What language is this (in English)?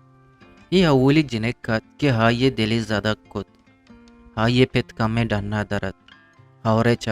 Eastern Balochi